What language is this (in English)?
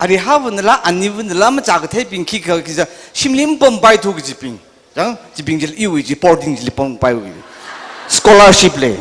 Tangkhul Naga (India)